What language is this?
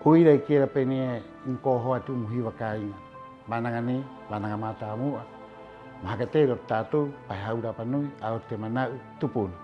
Rapanui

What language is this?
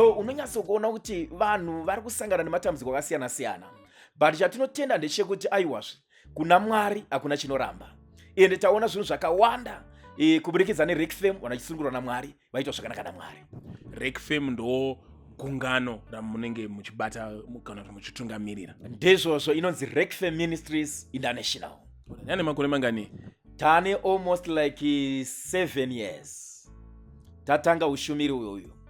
Shona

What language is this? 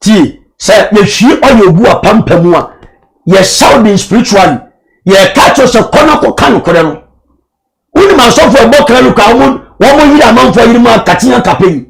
Akan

